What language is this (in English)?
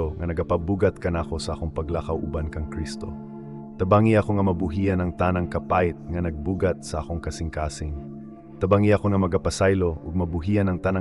Cebuano